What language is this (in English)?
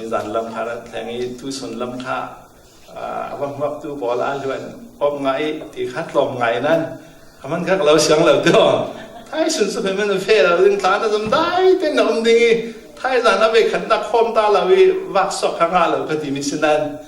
Falam Chin